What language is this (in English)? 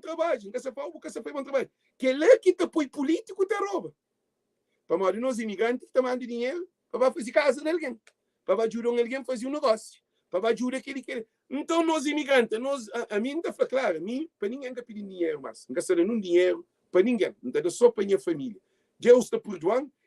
Kabuverdianu